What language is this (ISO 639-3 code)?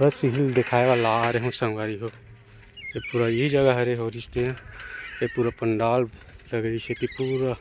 hne